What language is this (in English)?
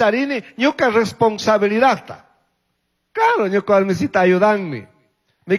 Chimborazo Highland Quichua